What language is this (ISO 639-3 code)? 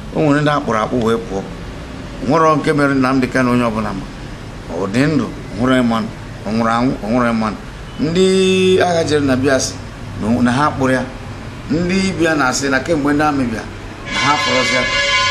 ibo